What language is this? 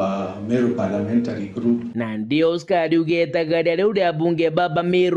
Meru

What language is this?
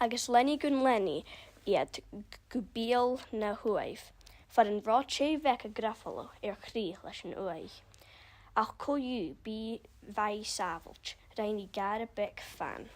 Scottish Gaelic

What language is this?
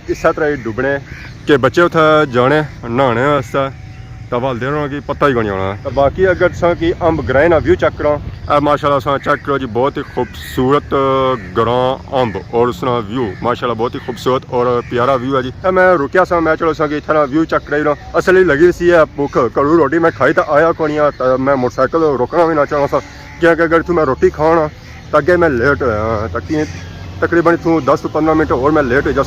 Pahari-Potwari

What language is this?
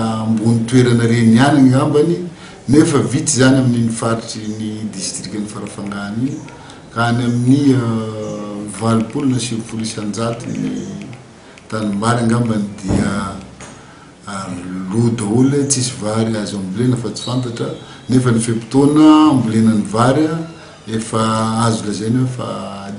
Malagasy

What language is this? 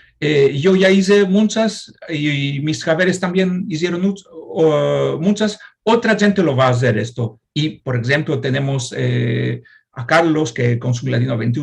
Ladino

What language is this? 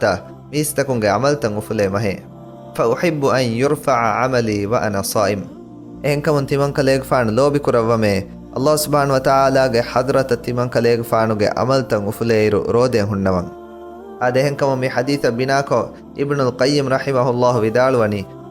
Divehi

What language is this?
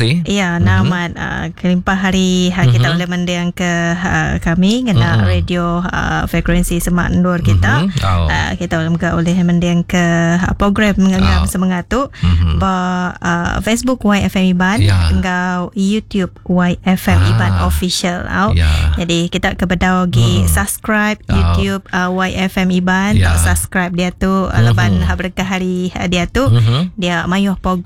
Iban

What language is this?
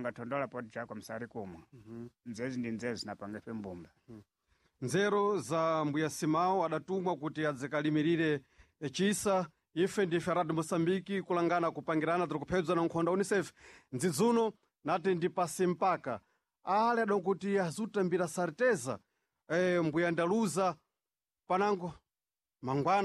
Sena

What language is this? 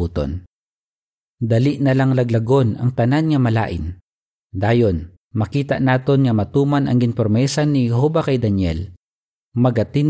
Hiligaynon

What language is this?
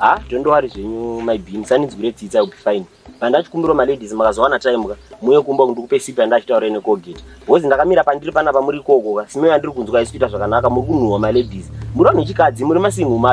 Shona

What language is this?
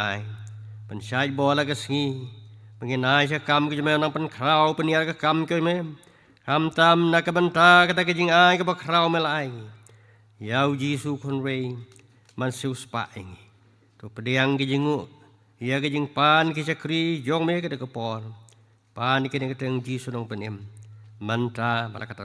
Khasi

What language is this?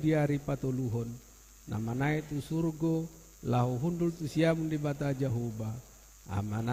Batak Toba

